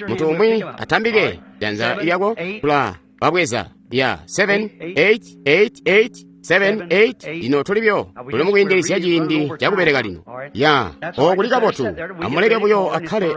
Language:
Tonga (Zambia)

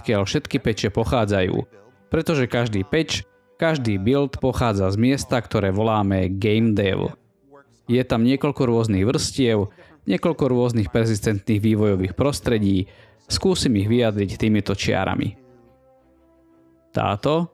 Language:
Slovak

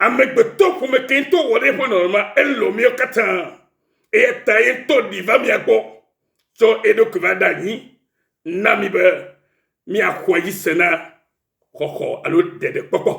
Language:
Ewe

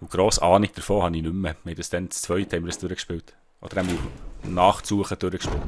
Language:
Swiss German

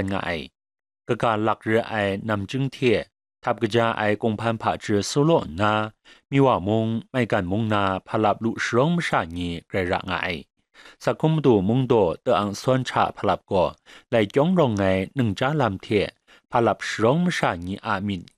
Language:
Kachin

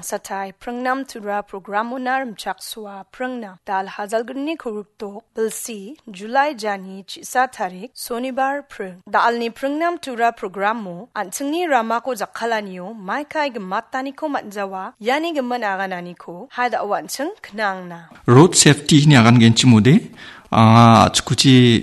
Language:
Garo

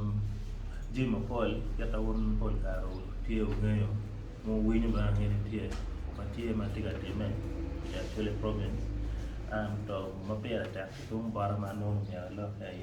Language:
Acoli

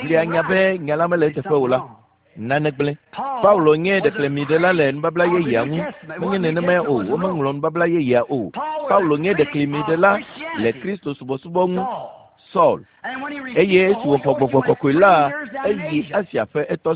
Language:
Ewe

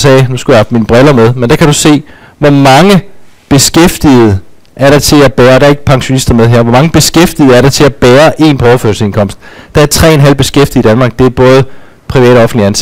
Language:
Danish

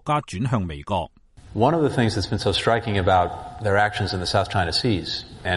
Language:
Cantonese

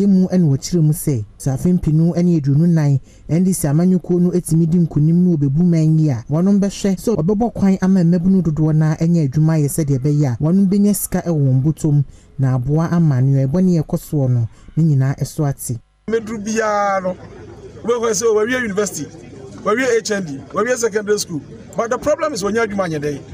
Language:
Akan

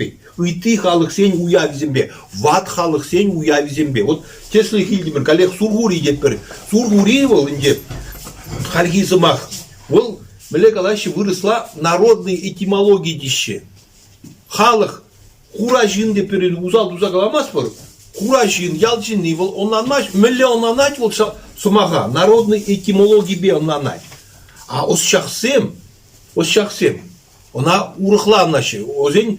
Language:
Chuvash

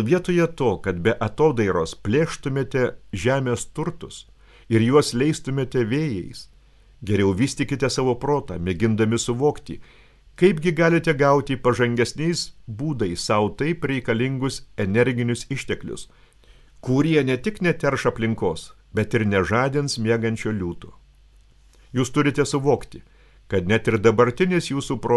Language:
Lithuanian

